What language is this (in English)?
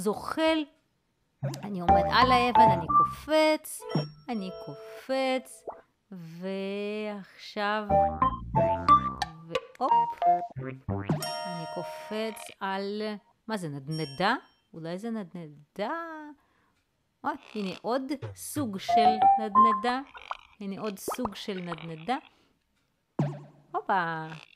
Hebrew